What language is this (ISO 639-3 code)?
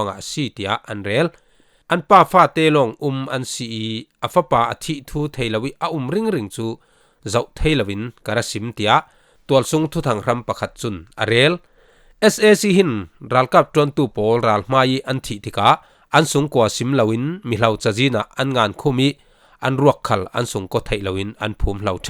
cfm